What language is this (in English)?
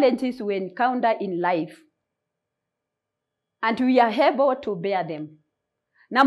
Swahili